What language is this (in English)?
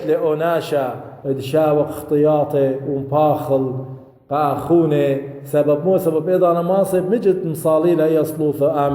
Assyrian Neo-Aramaic